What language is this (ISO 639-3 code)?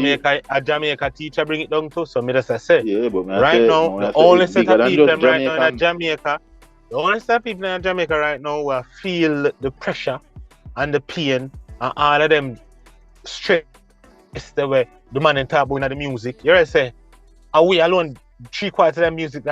jam